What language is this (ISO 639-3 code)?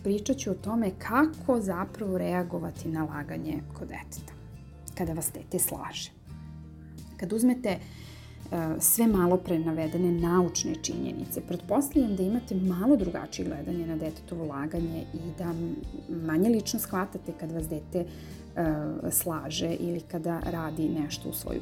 srp